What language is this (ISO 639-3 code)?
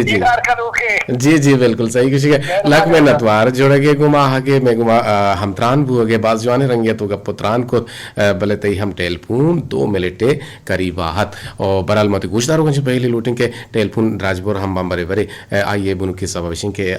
bgp